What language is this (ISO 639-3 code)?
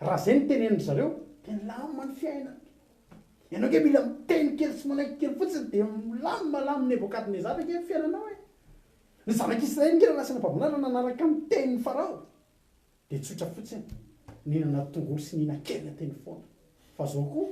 mlg